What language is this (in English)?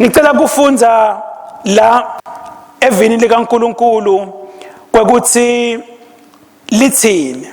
Swati